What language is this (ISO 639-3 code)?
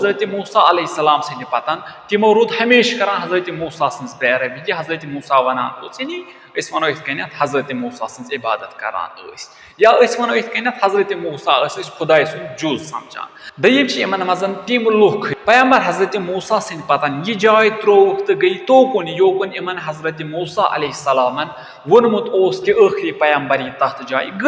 kas